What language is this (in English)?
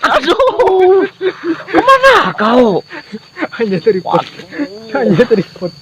Banjar